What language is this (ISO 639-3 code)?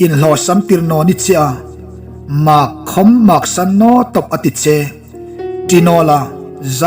hmr